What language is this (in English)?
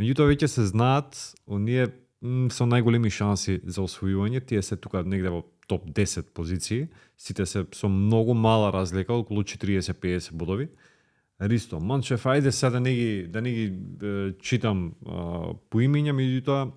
Macedonian